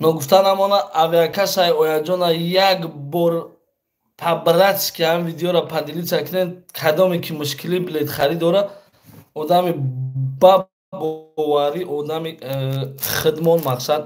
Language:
Tajik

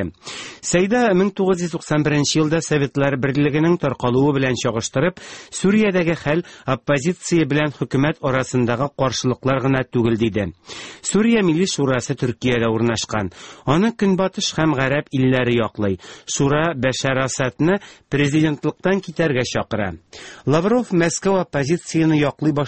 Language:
Tatar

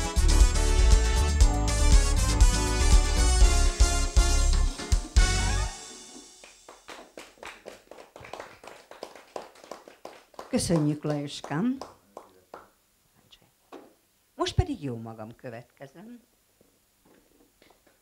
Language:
Hungarian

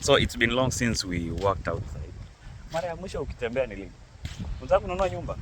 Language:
Swahili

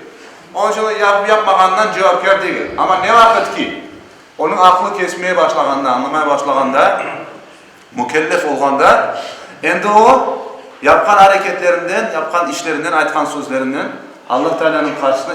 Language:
Crimean Tatar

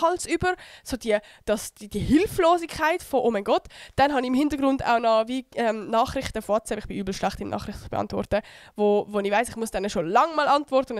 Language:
Swiss German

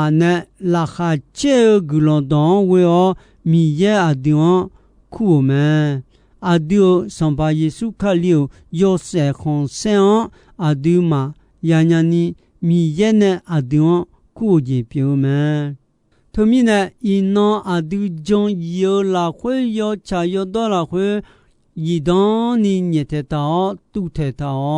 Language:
Akha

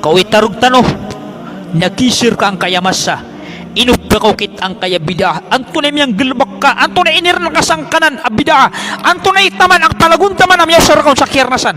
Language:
Maranao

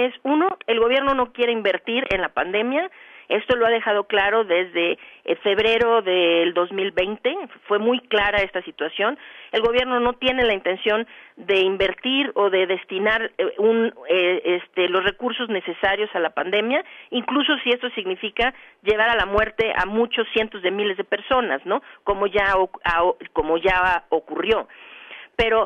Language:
Spanish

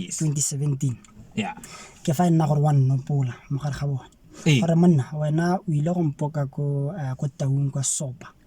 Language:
Tswana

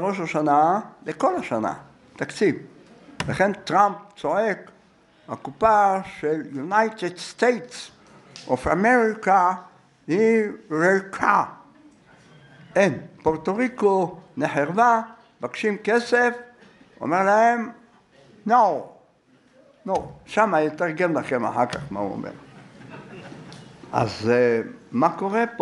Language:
Hebrew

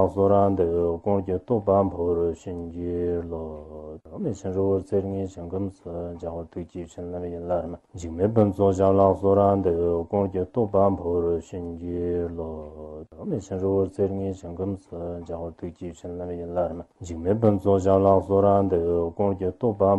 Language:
Chinese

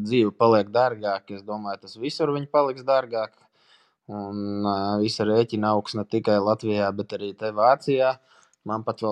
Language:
Latvian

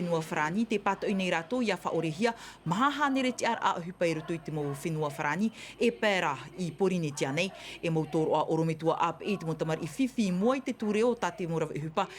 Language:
Tahitian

